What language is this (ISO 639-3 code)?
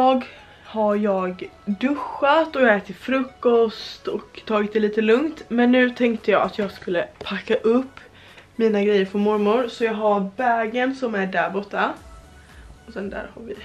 swe